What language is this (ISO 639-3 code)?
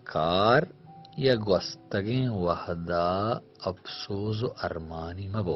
bal